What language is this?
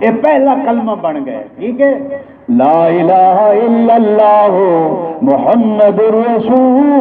Saraiki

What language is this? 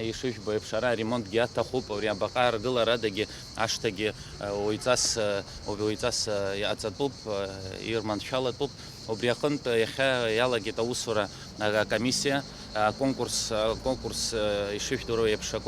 Abkhazian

